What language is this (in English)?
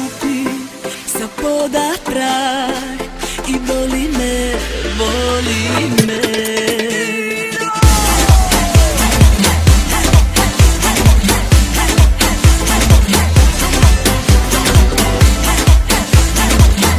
Croatian